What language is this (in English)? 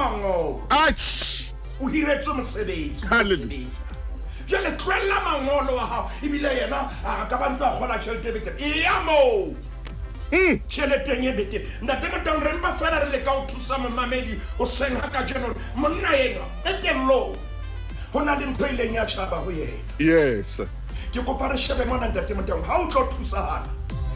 Southern Sotho